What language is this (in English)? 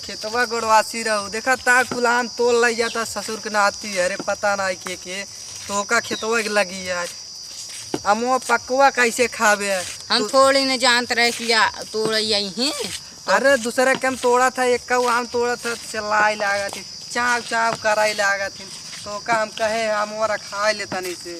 Awadhi